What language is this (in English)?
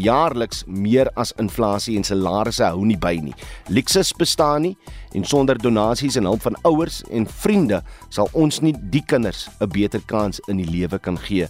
Afrikaans